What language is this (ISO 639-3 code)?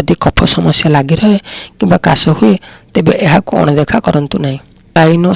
ori